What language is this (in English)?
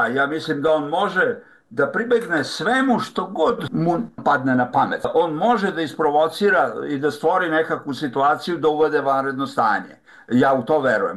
Serbian